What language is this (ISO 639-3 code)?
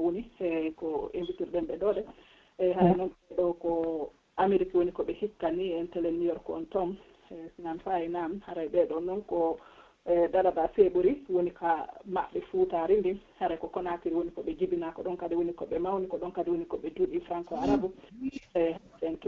fuf